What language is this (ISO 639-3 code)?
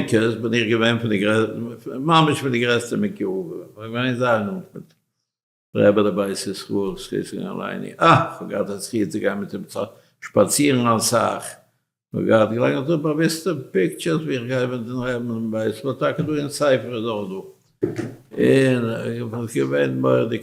yid